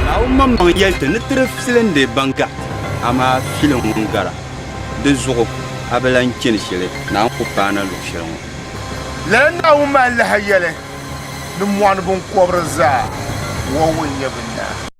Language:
Dagbani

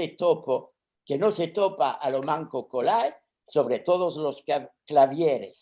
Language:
Ladino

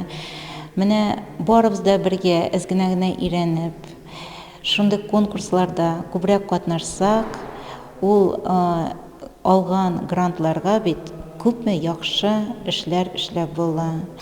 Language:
Tatar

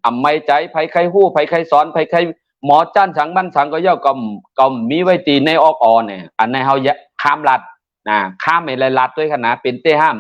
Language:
Shan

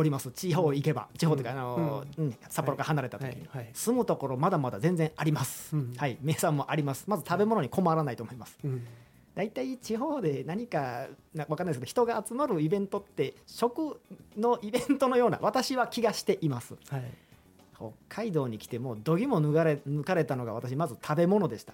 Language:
Japanese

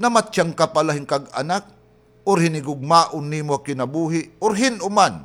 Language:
Waray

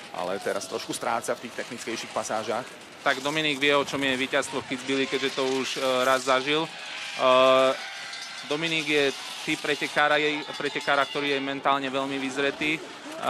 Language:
Slovak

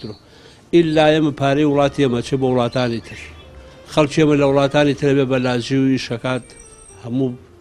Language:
Central Kurdish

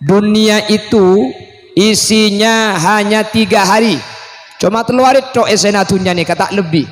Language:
Madurese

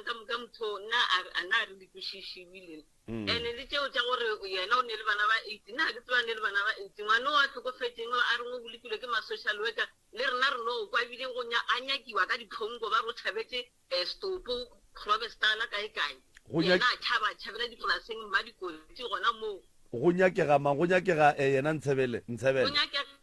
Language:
Northern Sotho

